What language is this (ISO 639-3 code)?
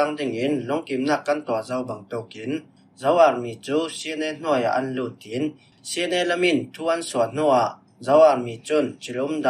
cfm